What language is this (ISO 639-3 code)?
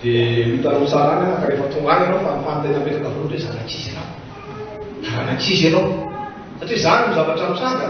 mlg